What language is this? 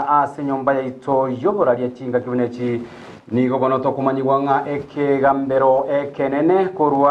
Gusii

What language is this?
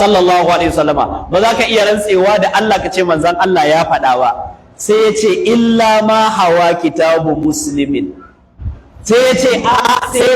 Hausa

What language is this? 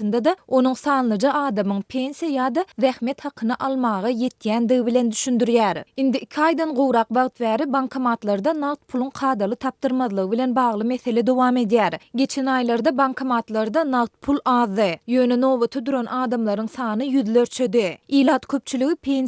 Turkmen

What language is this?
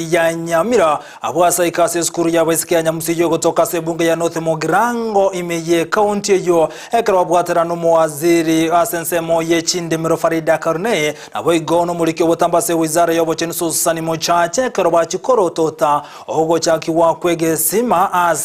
Gusii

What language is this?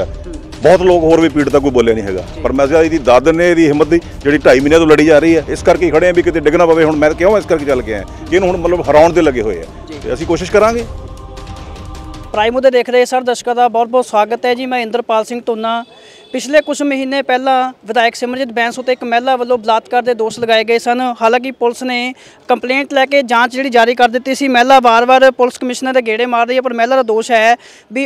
Punjabi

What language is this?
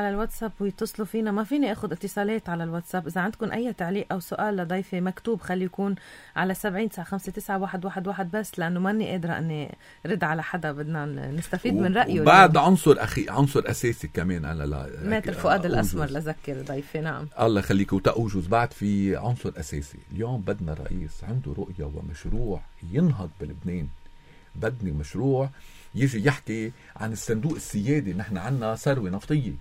North Levantine Arabic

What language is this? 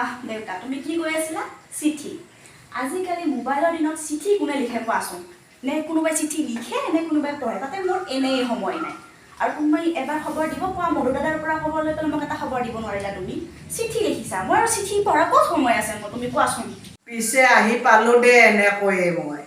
Assamese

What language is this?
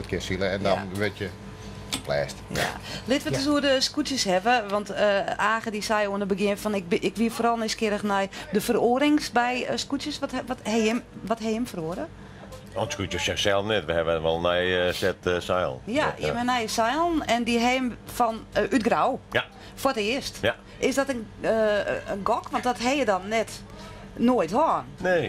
Western Frisian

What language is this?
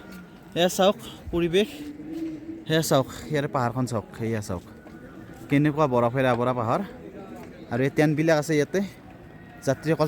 Assamese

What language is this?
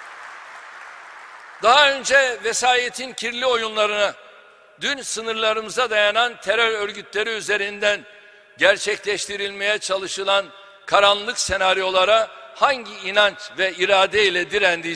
Turkish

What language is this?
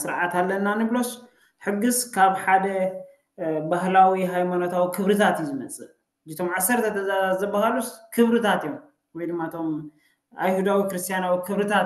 Tigrinya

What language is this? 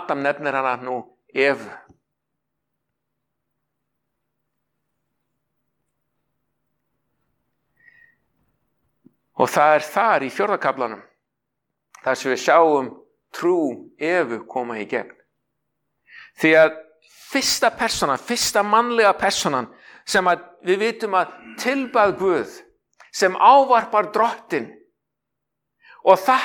Icelandic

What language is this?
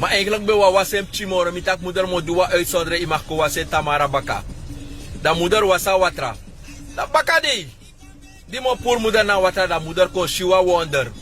Sranan Tongo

